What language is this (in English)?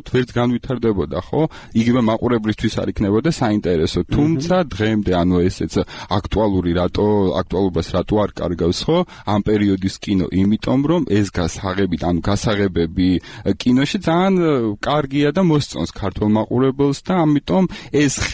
Georgian